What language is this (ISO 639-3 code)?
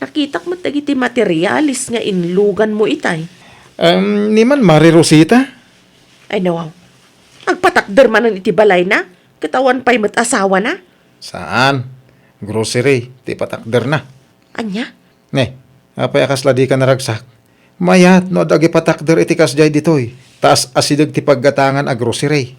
ilo